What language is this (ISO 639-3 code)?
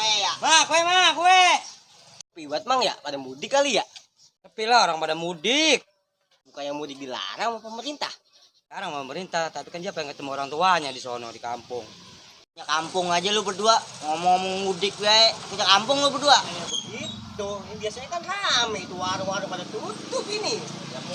bew